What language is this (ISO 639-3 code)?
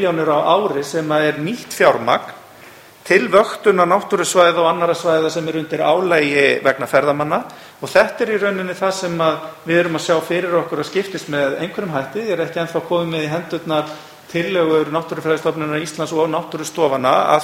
isl